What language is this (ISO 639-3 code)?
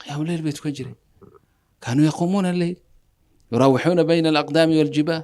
som